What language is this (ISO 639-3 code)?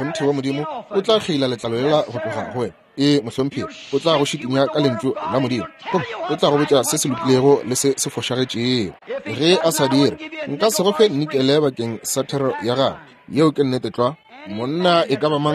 nso